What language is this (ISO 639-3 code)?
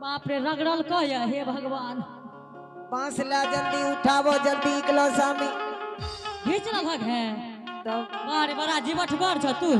anp